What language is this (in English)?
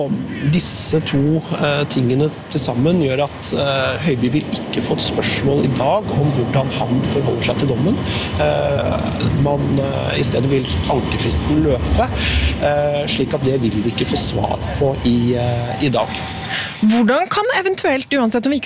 Norwegian